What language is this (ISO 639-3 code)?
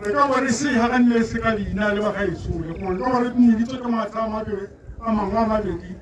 tsn